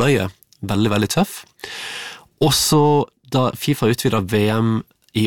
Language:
Norwegian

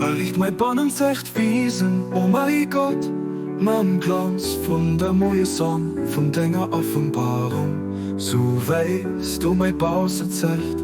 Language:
Luxembourgish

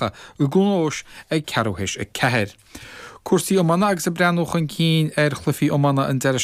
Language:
Irish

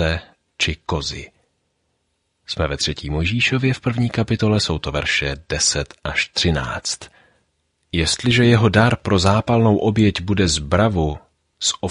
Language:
Czech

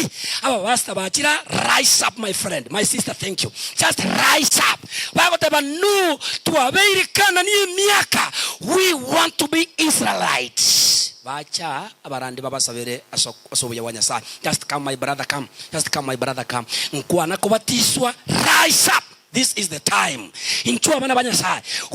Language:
Gusii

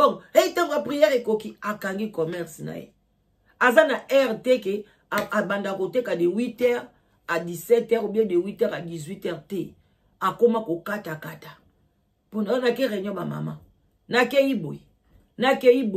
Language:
Lingala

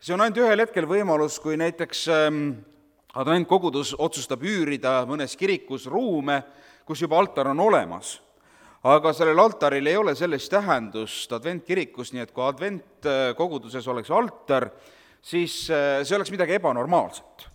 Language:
Estonian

